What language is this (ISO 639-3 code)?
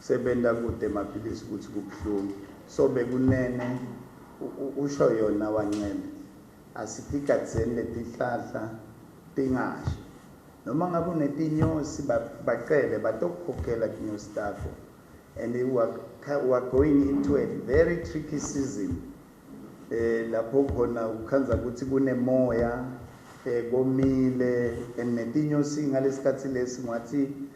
ssw